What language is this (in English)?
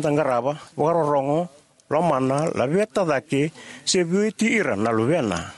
Fijian